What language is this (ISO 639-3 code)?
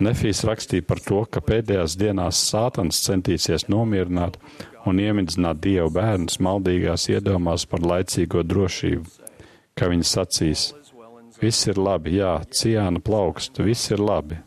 lav